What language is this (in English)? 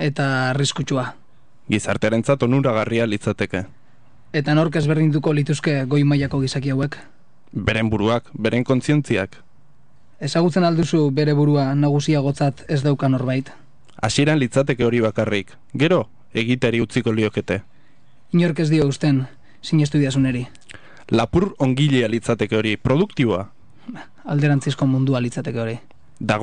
Basque